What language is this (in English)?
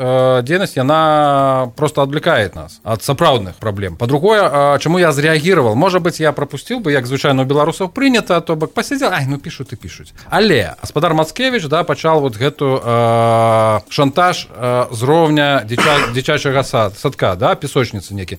Belarusian